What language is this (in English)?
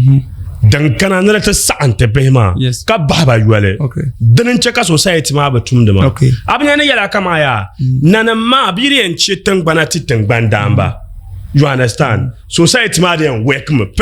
Dagbani